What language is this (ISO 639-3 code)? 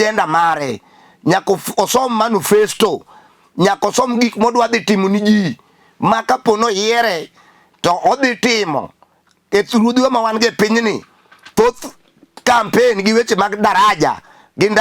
luo